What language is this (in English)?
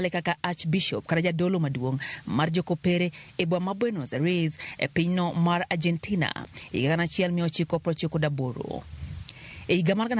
Luo (Kenya and Tanzania)